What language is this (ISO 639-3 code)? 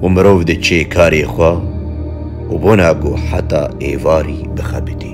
kur